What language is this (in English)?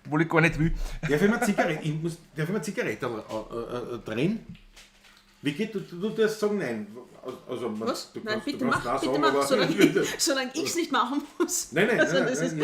Bavarian